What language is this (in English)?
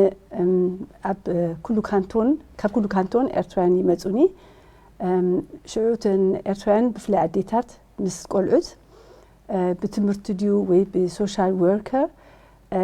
Tigrinya